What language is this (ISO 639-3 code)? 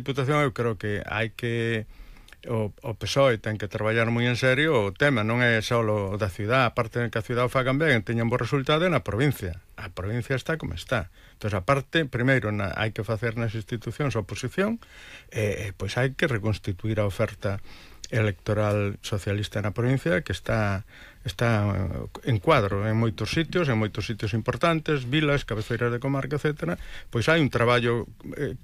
glg